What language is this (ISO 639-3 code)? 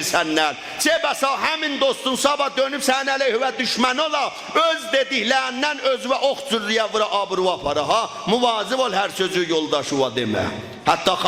azb